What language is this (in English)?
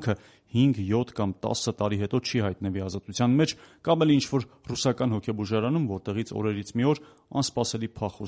Armenian